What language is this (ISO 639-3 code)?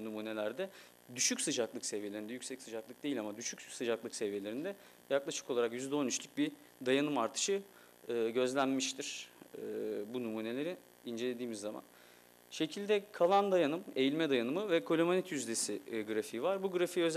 tur